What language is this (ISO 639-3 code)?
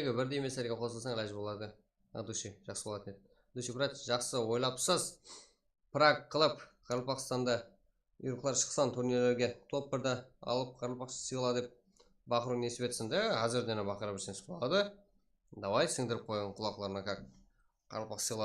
kaa